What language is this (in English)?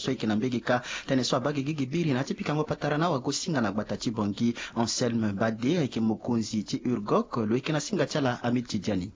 Sango